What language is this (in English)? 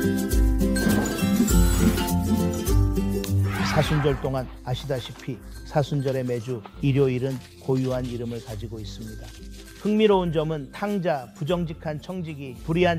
Korean